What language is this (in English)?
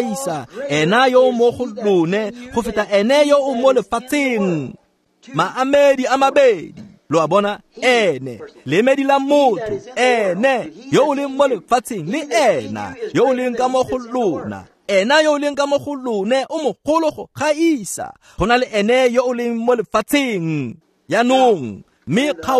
Tswana